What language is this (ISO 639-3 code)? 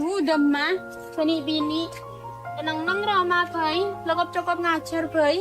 mad